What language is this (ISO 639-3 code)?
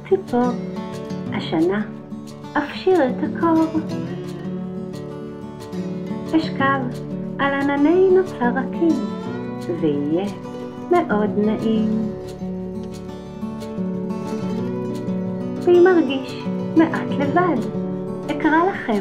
heb